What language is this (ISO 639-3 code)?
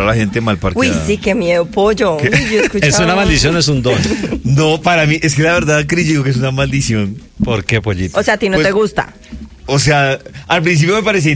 spa